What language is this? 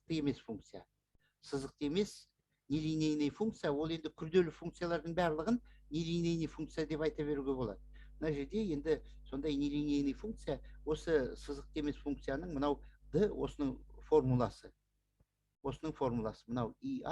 Kazakh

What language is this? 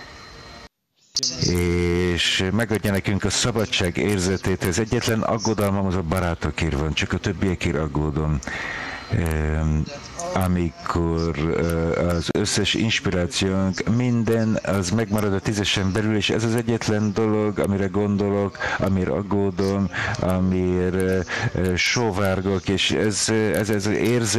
Hungarian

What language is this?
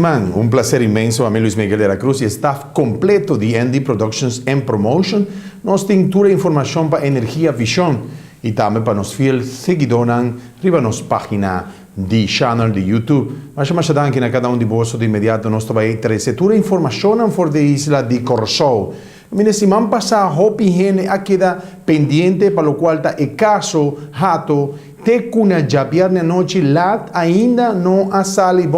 Papiamento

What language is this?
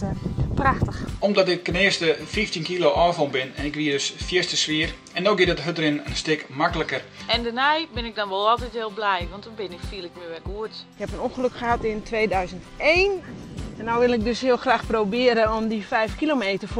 Western Frisian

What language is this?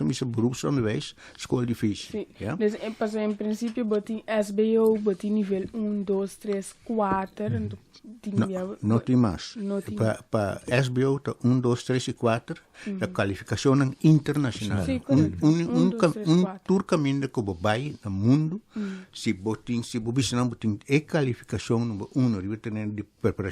Papiamento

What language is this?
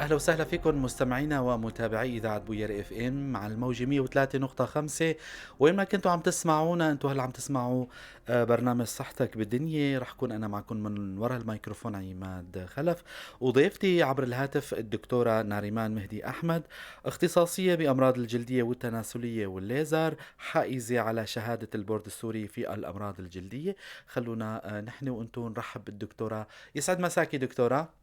North Levantine Arabic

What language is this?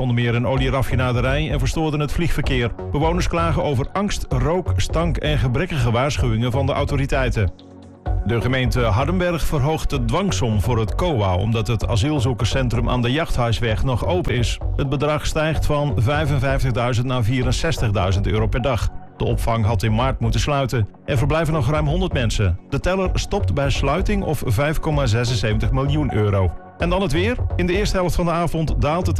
Dutch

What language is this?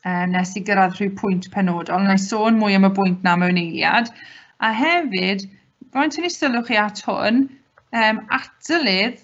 Welsh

